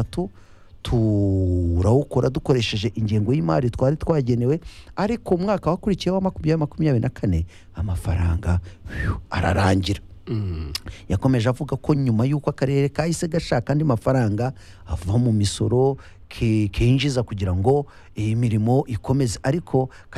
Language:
Kinyarwanda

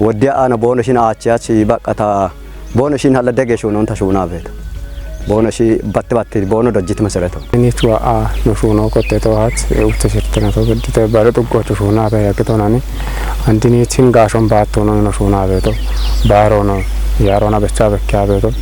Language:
Kafa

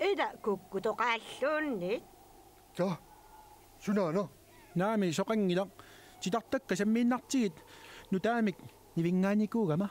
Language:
Kalaallisut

